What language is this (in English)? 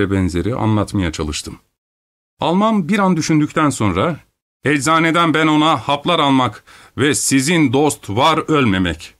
Turkish